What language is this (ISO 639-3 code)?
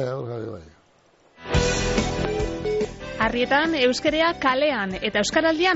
eus